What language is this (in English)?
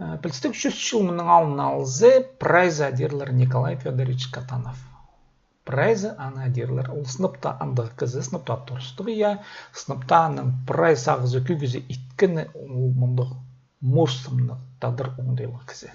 Khakas